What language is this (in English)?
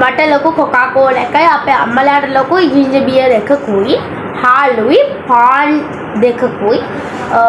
Sinhala